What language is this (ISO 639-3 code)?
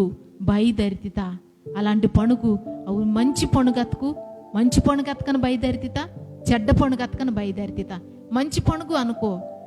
kff